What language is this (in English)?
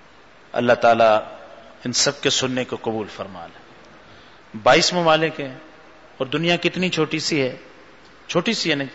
Urdu